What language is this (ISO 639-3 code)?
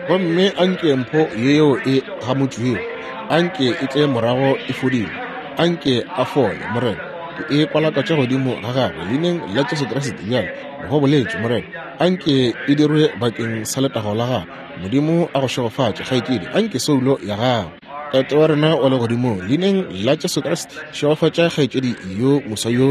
nso